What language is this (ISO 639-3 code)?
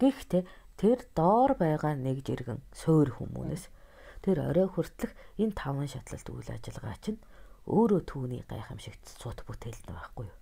mon